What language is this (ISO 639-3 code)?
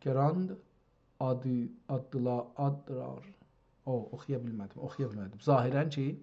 azb